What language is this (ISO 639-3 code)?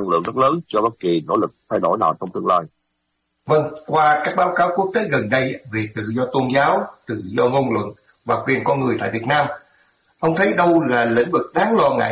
vie